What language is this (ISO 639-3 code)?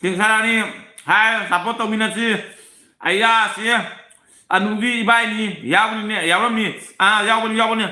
mni